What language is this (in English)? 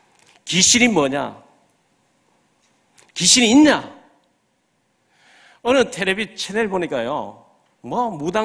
Korean